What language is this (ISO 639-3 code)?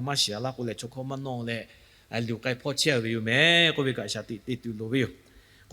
lhu